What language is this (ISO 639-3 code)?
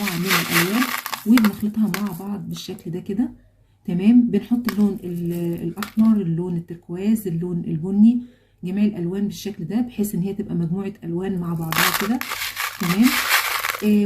arz